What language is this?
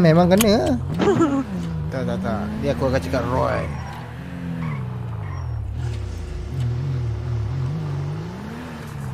Malay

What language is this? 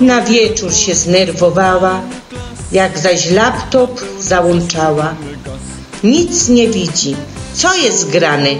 Silesian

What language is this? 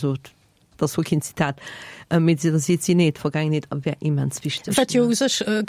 Luxembourgish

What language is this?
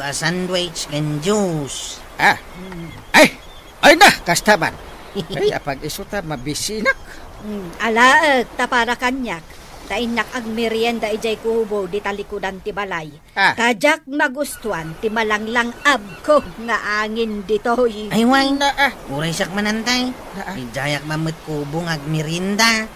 Iloko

